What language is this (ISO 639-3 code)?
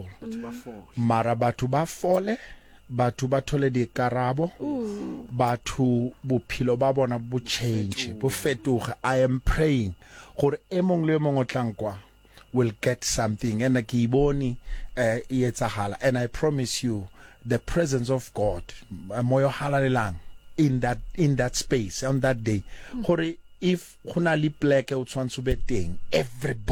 sot